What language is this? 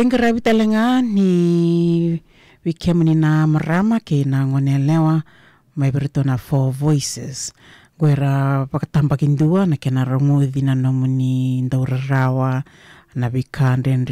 Fijian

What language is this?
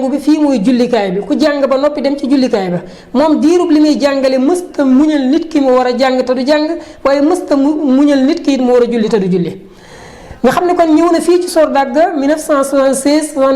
Wolof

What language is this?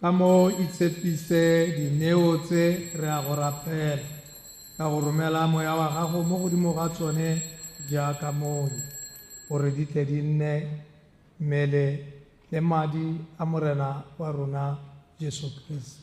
Tswana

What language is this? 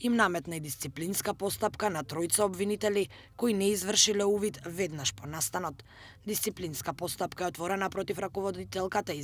Macedonian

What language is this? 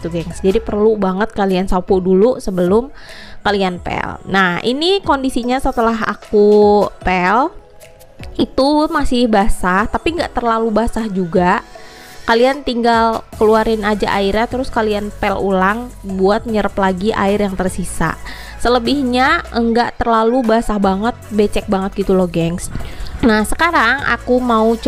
Indonesian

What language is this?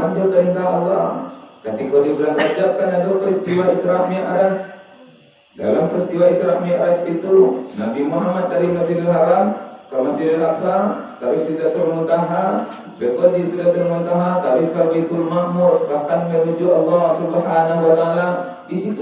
Minangkabau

